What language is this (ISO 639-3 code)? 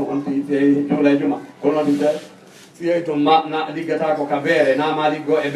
ful